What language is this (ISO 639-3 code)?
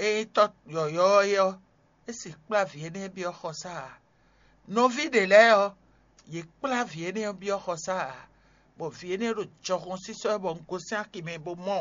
fon